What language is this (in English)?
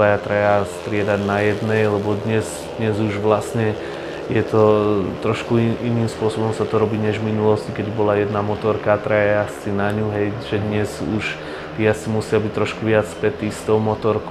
Slovak